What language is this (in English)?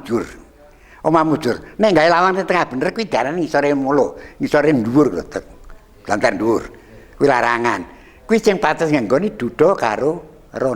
Javanese